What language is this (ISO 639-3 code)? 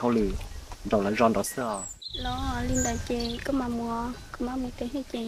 hmn